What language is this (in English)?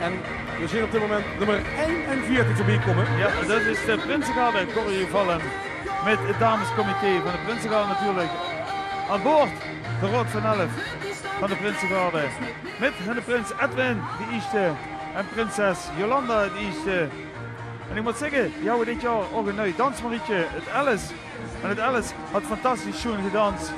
Limburgish